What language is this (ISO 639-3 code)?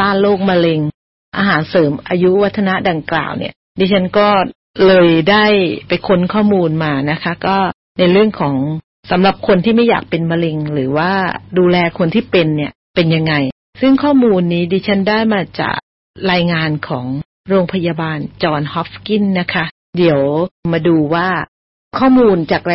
tha